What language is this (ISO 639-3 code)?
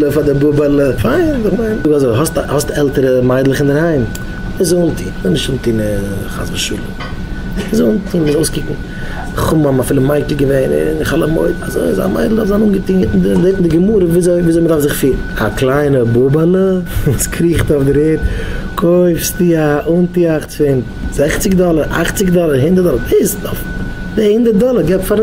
yid